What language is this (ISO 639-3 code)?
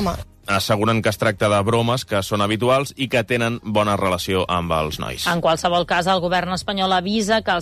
cat